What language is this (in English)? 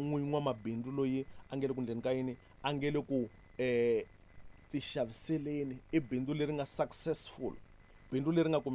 Tsonga